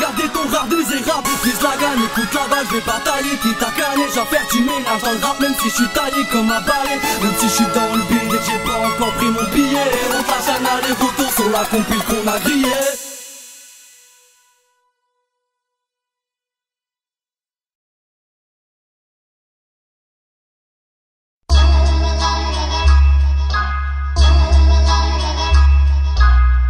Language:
French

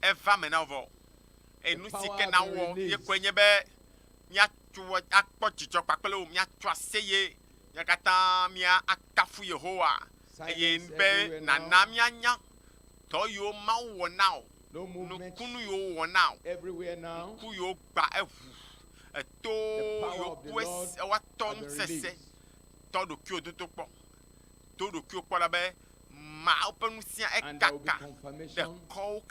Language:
Ewe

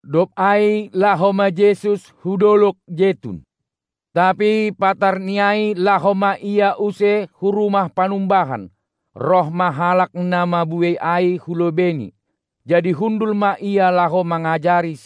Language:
Batak Simalungun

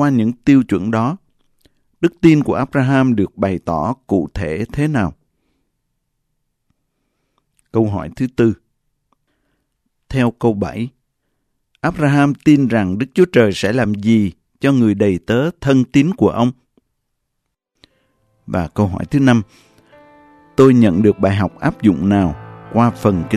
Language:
Vietnamese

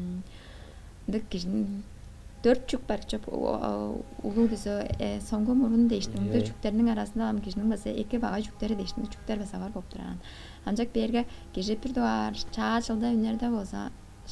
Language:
Tuvinian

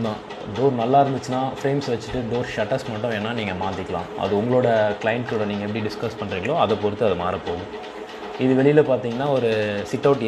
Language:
Tamil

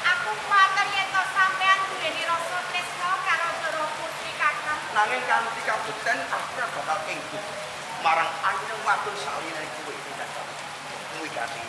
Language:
Javanese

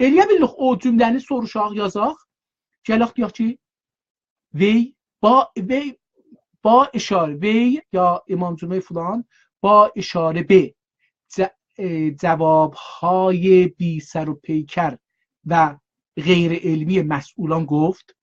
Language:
South Azerbaijani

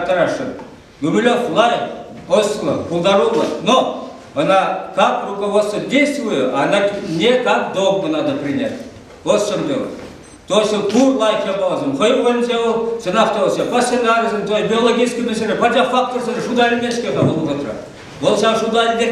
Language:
Chuvash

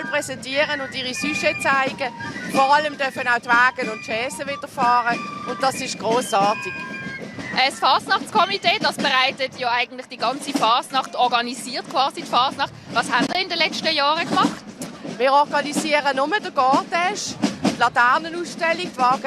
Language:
Swiss German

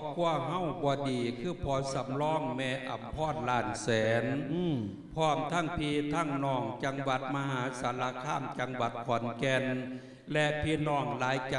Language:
Lao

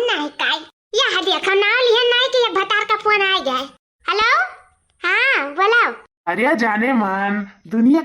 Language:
Awadhi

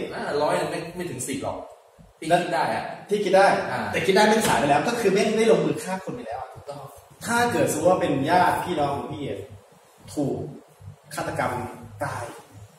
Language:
Thai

